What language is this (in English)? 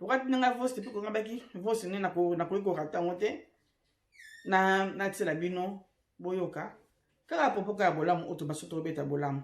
Lingala